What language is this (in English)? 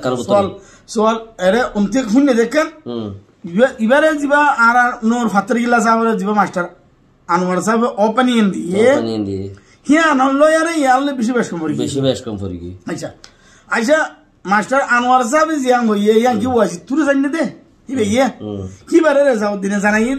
Rohingya